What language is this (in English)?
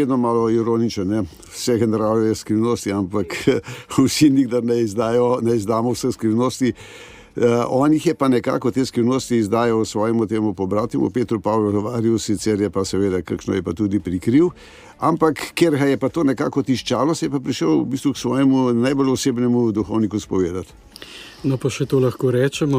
Slovenian